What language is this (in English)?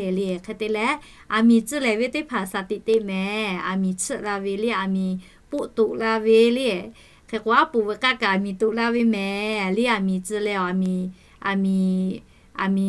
Lahu